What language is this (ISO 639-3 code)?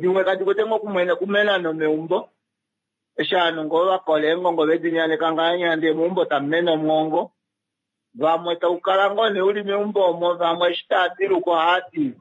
kua